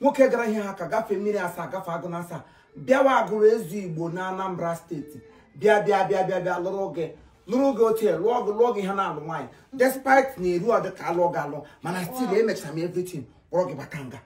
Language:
Igbo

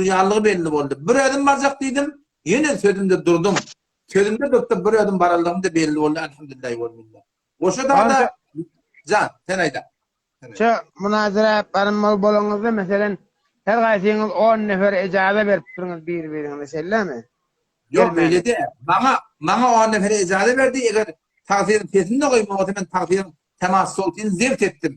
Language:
Turkmen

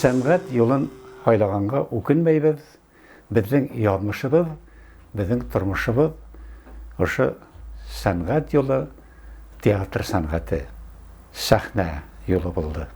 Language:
Bashkir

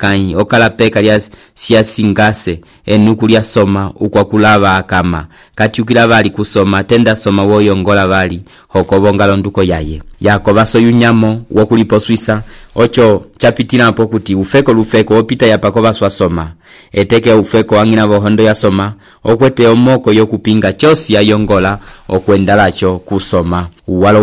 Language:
Umbundu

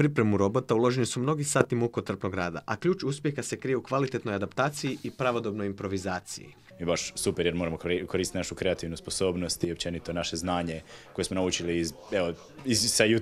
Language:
Croatian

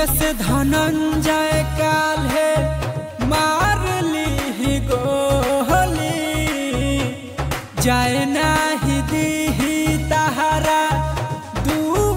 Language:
Bhojpuri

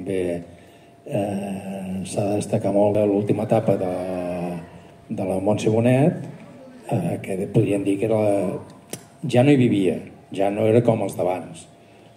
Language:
Catalan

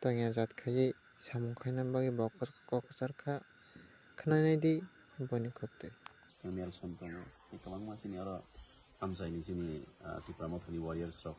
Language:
Kok Borok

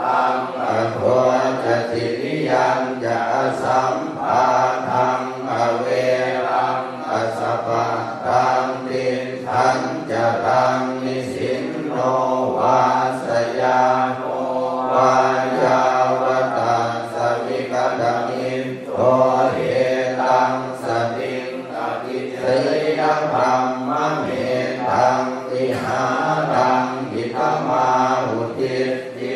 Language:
Pali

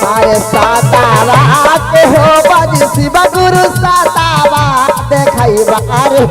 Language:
Magahi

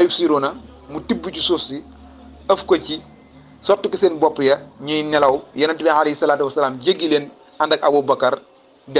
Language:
Wolof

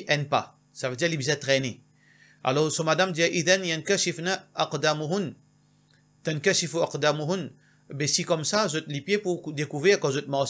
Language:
Morisyen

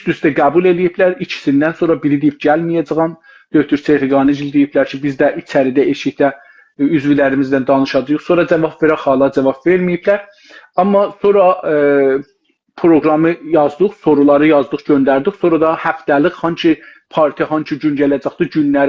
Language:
South Azerbaijani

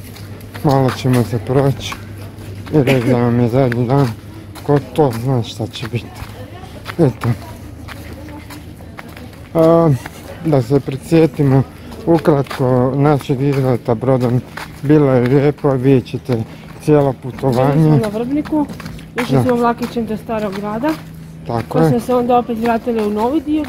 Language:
Croatian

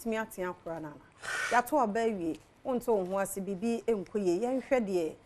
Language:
Akan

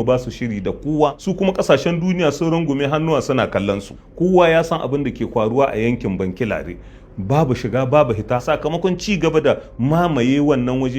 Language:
Hausa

